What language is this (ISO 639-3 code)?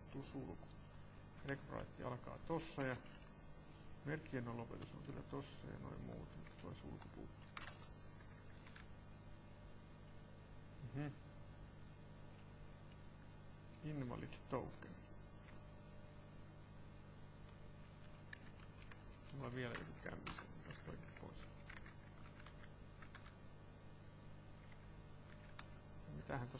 fin